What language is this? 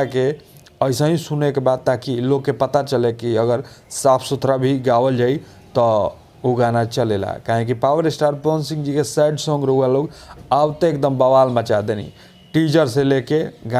Bhojpuri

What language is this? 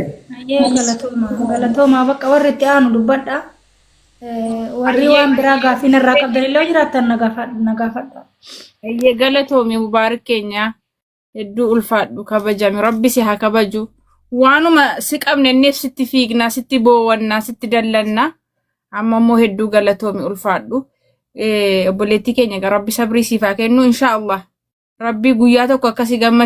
Oromo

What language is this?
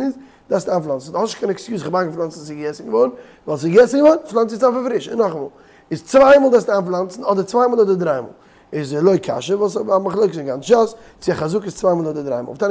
Yiddish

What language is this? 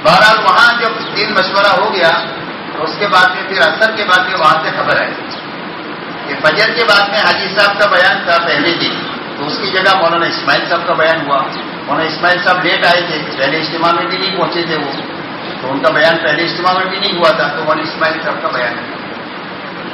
Urdu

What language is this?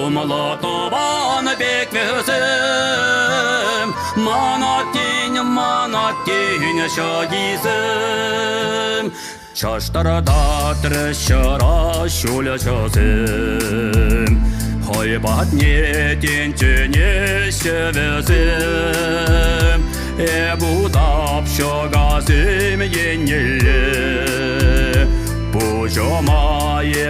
Chuvash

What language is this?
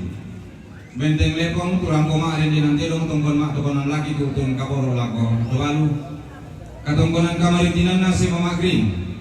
Toraja-Sa'dan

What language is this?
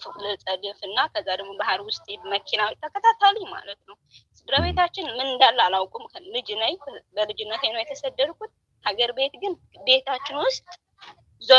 Amharic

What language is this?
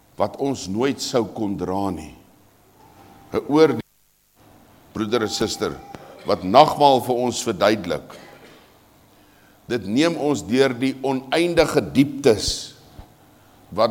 Afrikaans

